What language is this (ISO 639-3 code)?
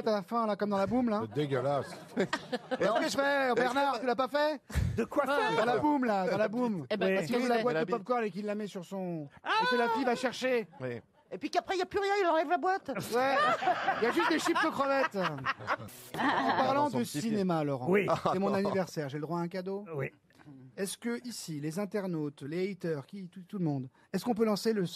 fra